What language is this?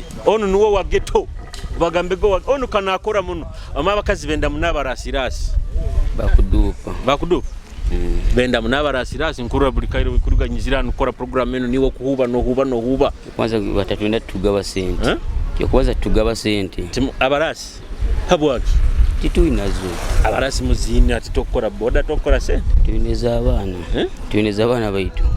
Nyoro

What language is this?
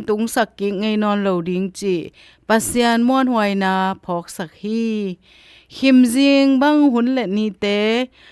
Tedim Chin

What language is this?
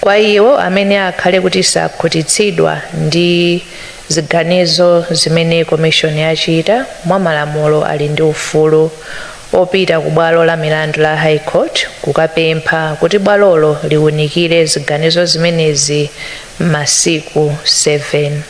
Nyanja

